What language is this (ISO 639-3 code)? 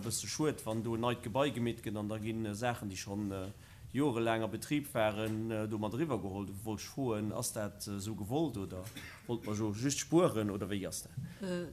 ltz